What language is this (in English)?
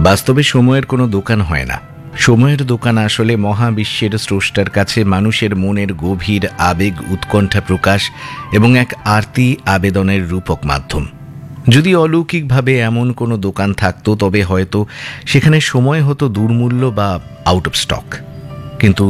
Bangla